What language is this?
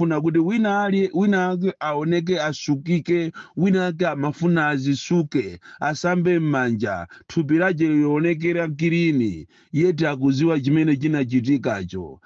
Nyanja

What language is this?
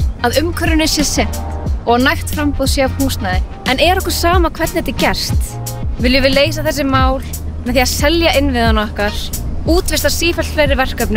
Icelandic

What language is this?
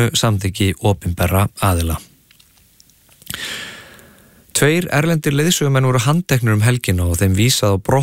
Icelandic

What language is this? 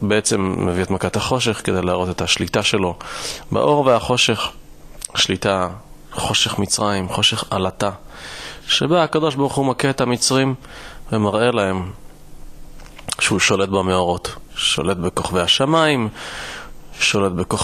Hebrew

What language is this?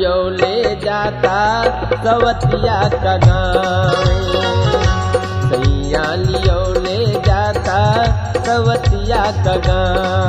Bhojpuri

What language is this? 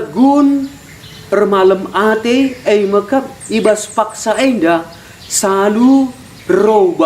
Batak Karo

